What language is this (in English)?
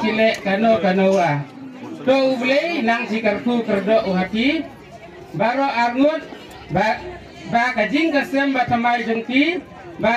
Khasi